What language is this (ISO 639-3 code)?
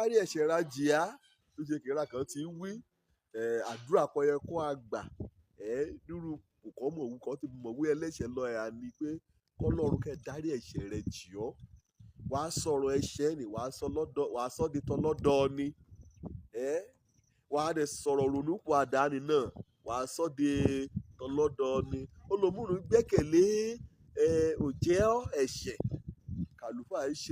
yor